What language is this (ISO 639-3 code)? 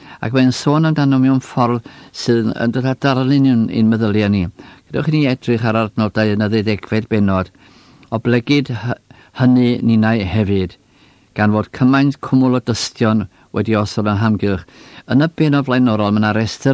cym